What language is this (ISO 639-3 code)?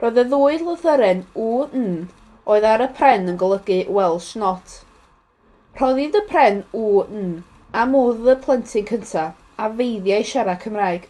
cym